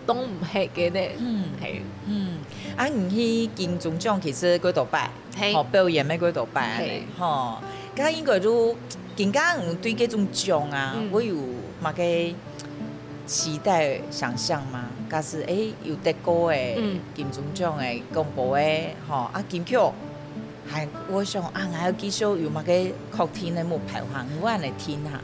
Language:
Hakka Chinese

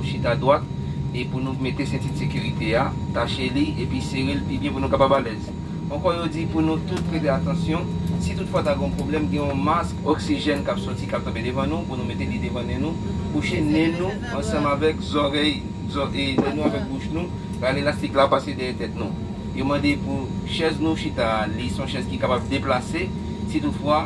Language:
Haitian Creole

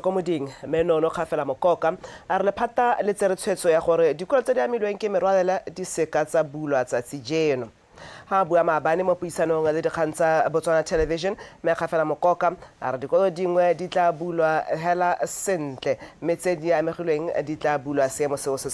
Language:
Tswana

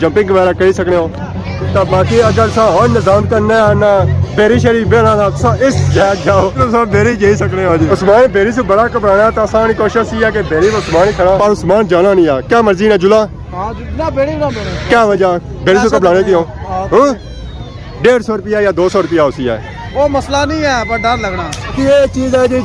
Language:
Pahari-Potwari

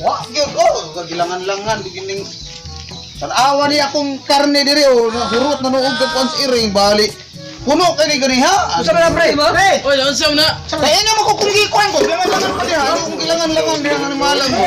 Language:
Cebuano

